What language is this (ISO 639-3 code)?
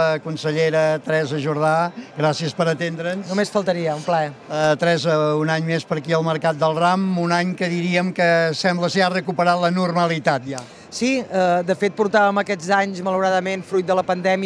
cat